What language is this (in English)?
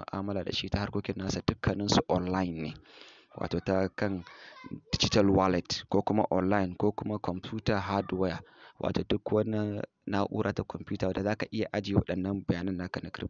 Hausa